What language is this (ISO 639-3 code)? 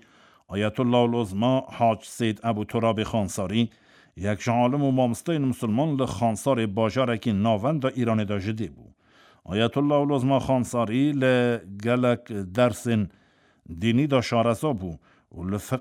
kur